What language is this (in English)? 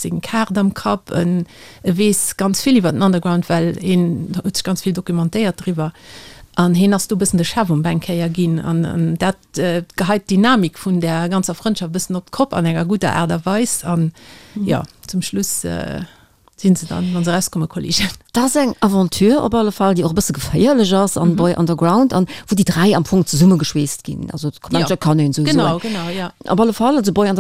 Luxembourgish